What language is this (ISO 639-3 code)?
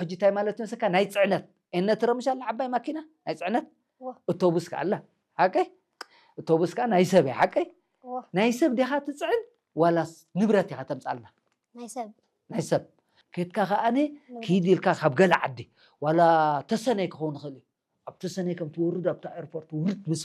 tir